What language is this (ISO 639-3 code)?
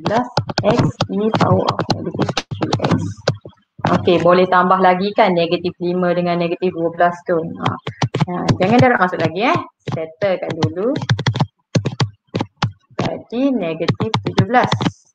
msa